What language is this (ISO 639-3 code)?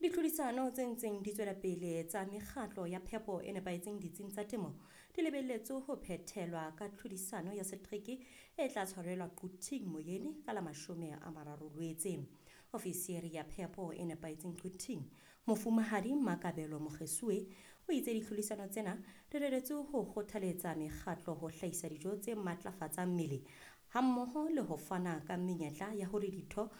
sot